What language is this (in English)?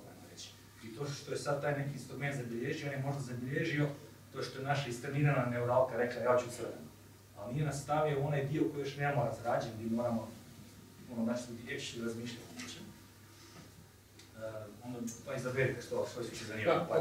Croatian